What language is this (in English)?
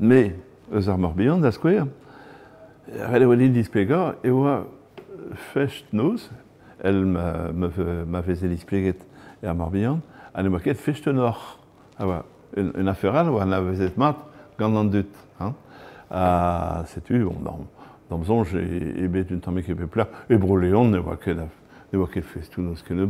Breton